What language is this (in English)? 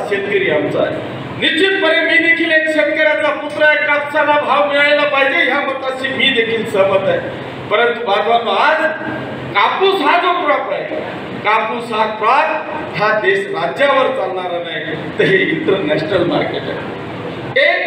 Marathi